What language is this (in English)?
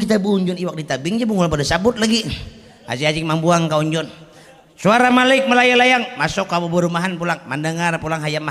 Banjar